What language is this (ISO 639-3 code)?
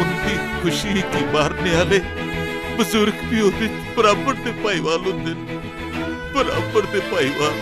doi